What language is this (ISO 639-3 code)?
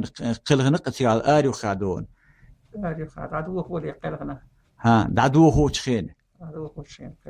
che